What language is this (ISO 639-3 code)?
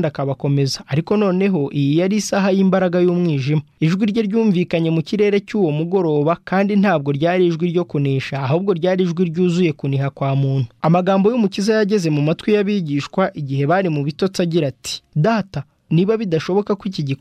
kin